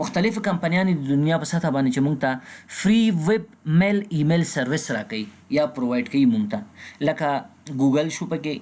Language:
Pashto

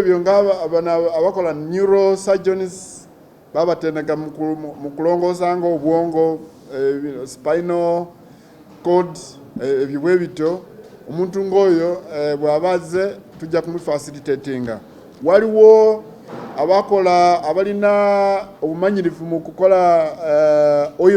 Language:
Ganda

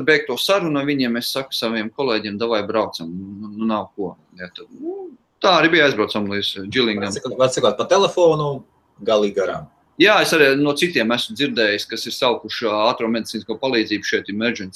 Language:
Latvian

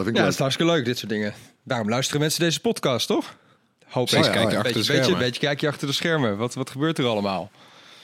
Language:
Dutch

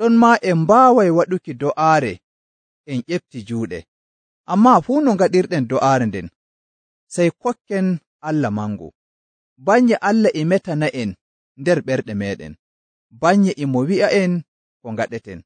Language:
Nigerian Fulfulde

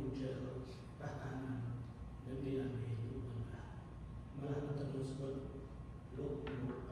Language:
Central Mnong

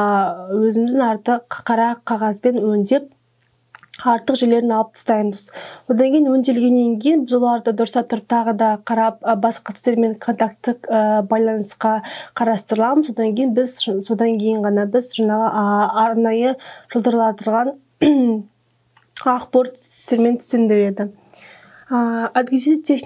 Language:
Kazakh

